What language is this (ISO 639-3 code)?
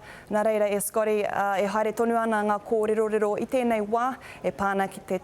mri